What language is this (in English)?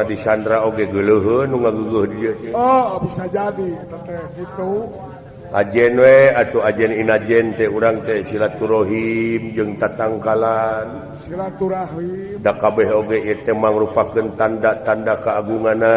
Sundanese